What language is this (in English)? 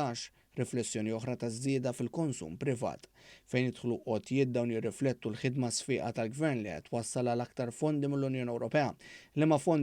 Maltese